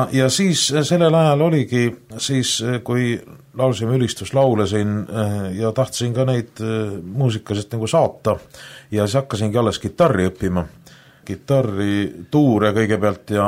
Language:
Estonian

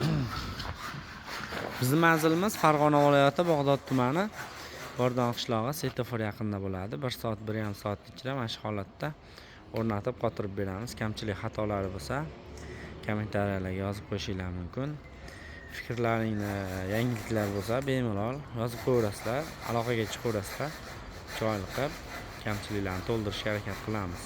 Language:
Uzbek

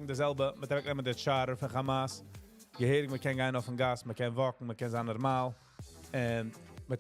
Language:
Yiddish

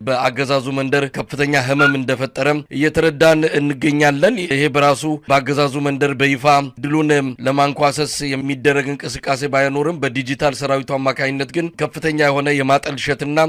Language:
Amharic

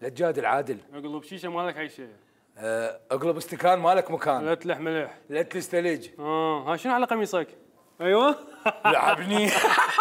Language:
Mesopotamian Arabic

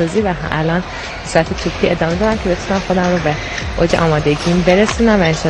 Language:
Persian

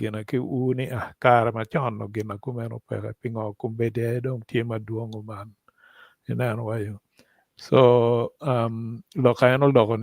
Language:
Acoli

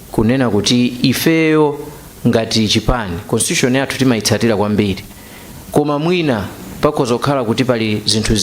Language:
Nyanja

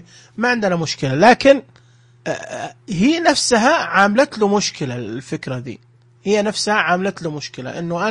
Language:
Najdi Arabic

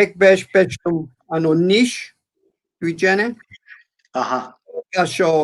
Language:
Balkan Romani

